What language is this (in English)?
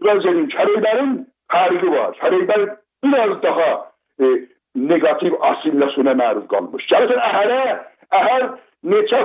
South Azerbaijani